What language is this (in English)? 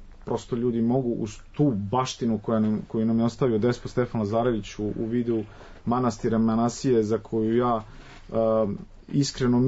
Serbian